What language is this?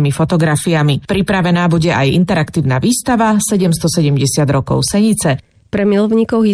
Slovak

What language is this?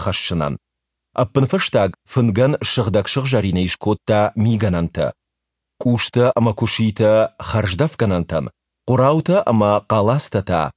Ossetic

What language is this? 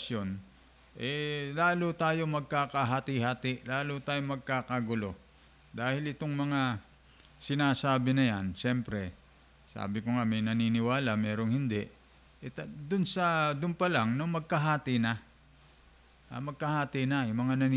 Filipino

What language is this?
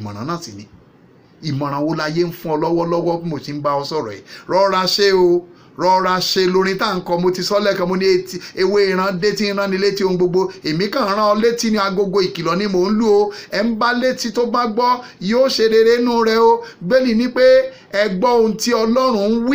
Yoruba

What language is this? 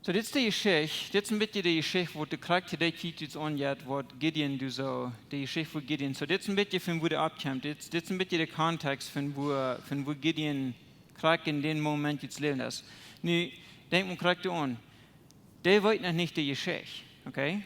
Plautdietsch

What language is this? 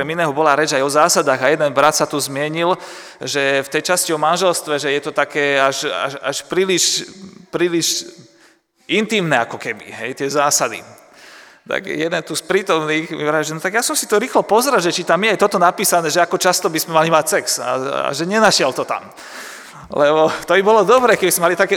Slovak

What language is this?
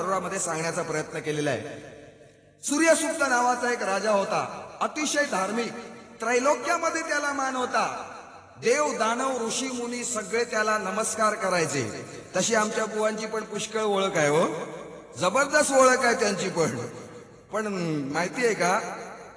Marathi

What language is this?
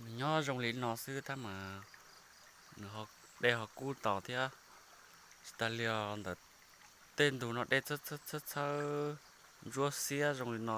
Hmong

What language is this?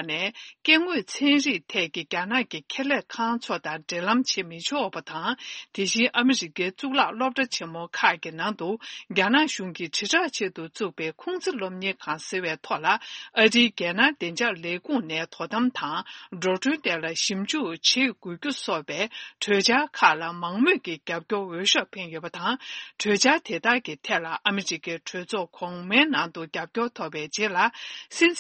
Tibetan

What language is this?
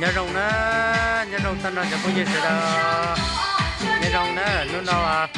Hmong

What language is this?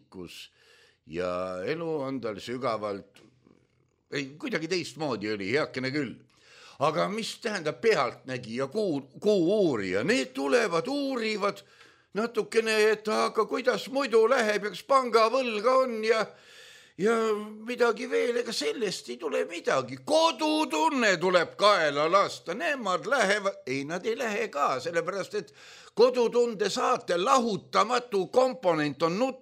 Estonian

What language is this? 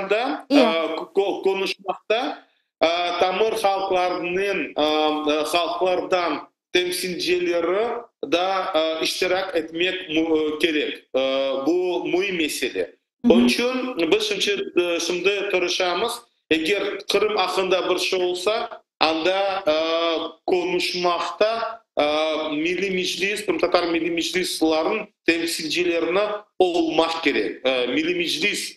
Crimean Tatar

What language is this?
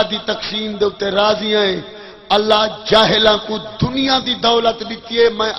Saraiki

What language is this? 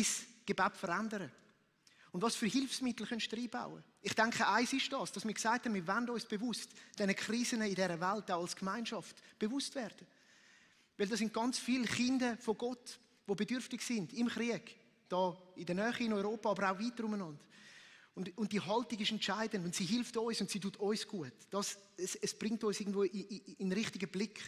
Swiss German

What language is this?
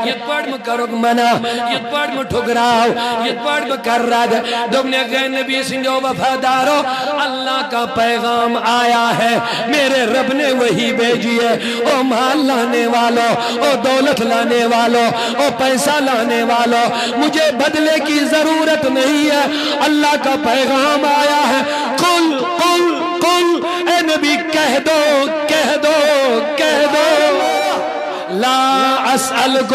Urdu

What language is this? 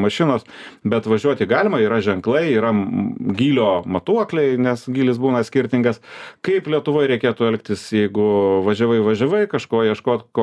Lithuanian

